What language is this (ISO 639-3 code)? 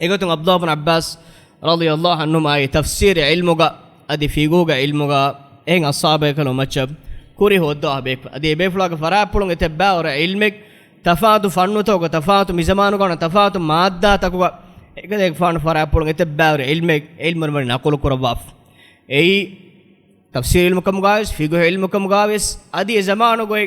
div